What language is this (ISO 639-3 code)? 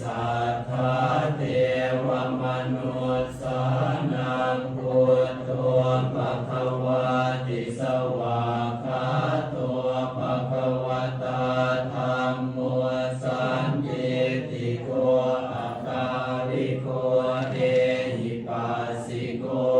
pli